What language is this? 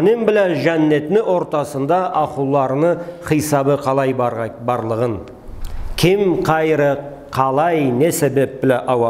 Karachay-Balkar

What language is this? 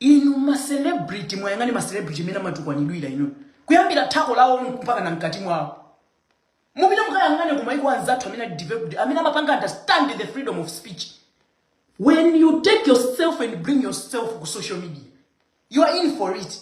Nyanja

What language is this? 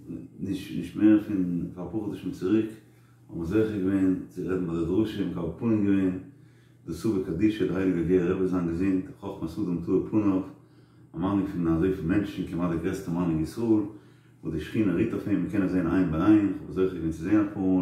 Yiddish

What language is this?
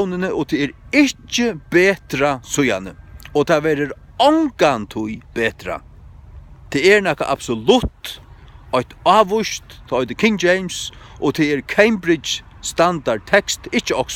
Faroese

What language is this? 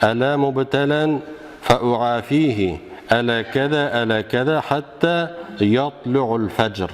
Tatar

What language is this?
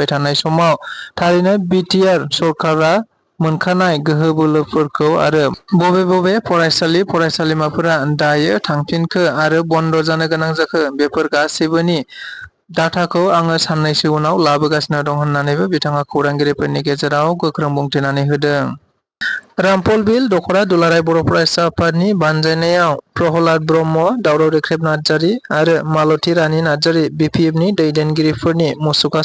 Bodo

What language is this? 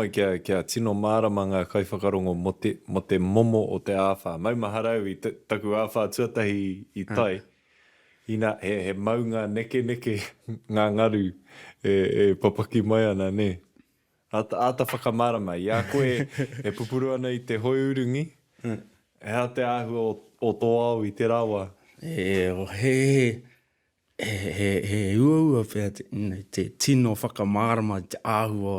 Māori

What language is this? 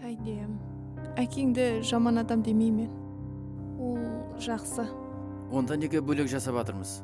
Kara-Kalpak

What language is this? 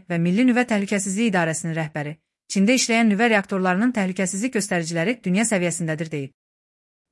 Azerbaijani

